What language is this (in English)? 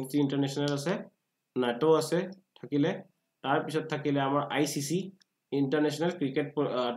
Assamese